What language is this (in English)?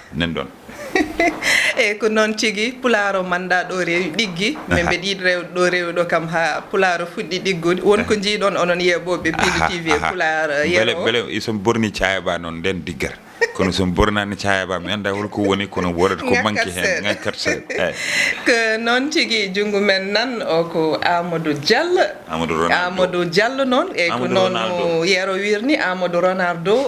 Fula